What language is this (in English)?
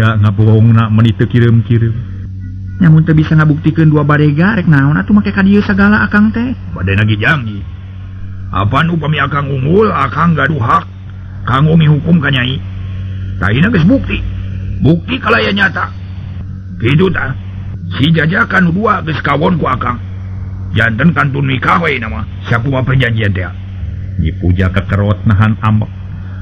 Sundanese